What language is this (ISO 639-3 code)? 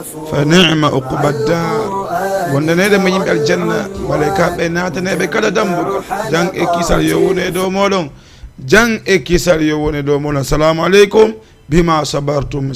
ful